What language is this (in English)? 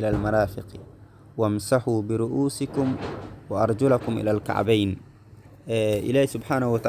Somali